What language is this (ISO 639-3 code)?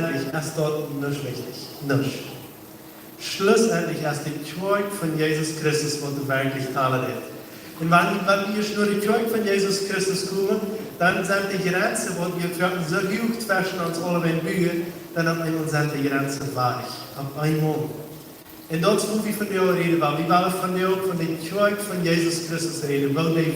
pdt